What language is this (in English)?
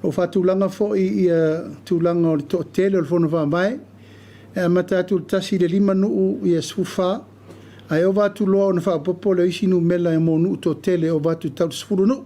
Samoan